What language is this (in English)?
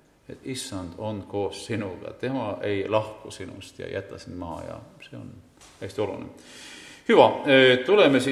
Estonian